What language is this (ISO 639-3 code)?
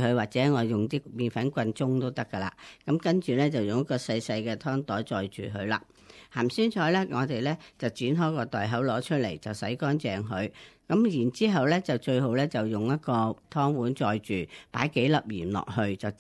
yue